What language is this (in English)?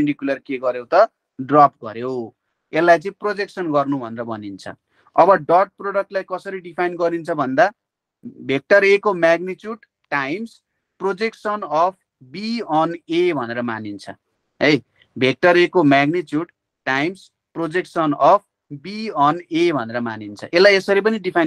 Nepali